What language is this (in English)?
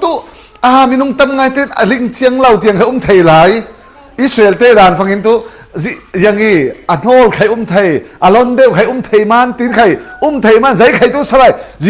Falam Chin